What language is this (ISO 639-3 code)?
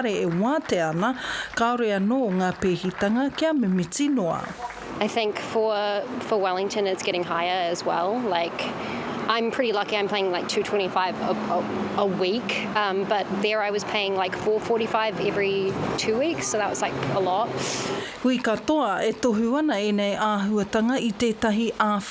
mri